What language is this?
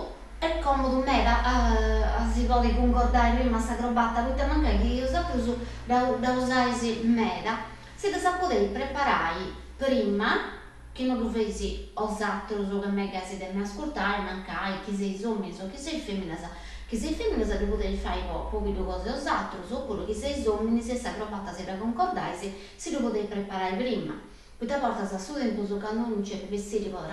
Sardinian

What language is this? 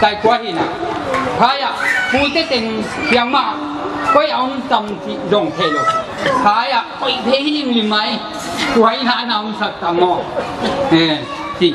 Tedim Chin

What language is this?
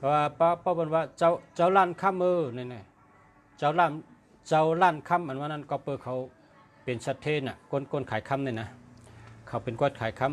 Shan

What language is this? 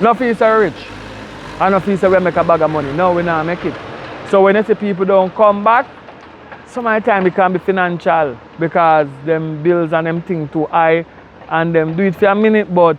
Jamaican Creole English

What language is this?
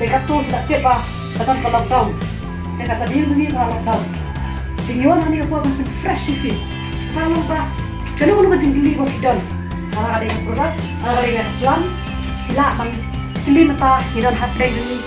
Khasi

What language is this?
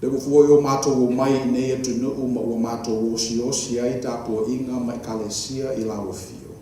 Samoan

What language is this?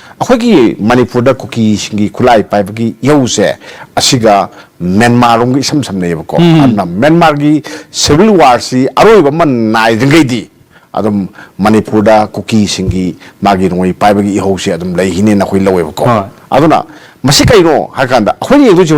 Manipuri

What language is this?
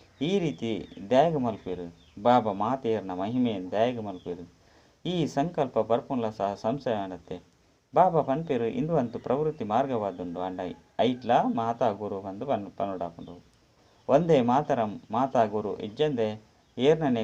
Tulu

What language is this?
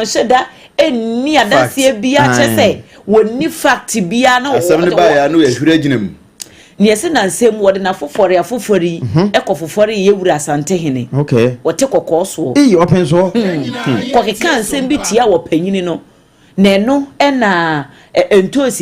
Akan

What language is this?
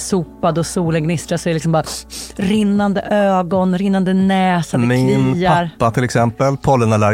Swedish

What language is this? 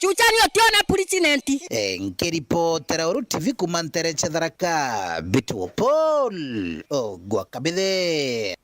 Meru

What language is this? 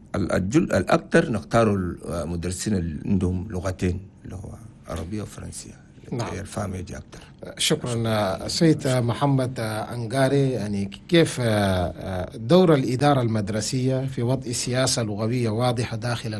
Chadian Arabic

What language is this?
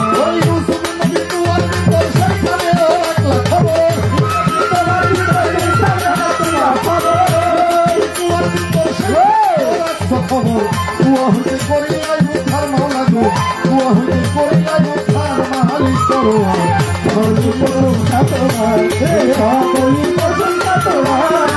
Bangla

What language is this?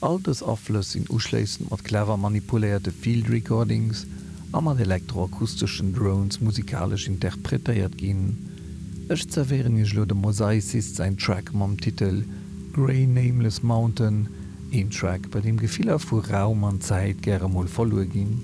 Luxembourgish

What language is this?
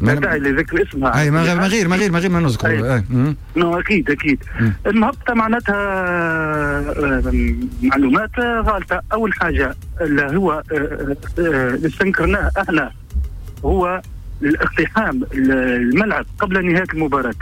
Tunisian Arabic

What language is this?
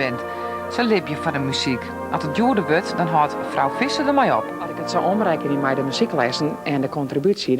Western Frisian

